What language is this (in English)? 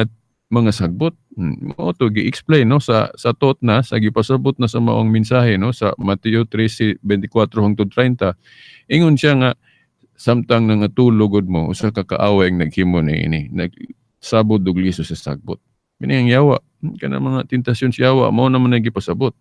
Cebuano